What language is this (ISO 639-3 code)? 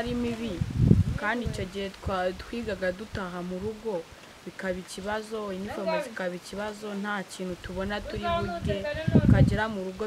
kin